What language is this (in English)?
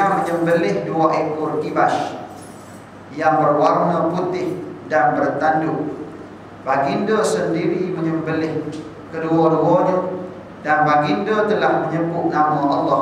Malay